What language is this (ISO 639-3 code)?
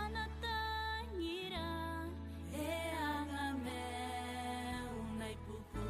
gil